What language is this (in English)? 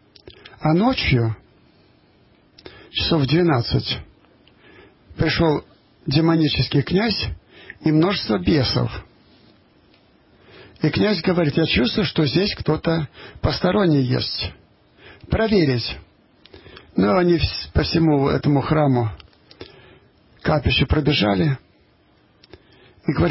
Russian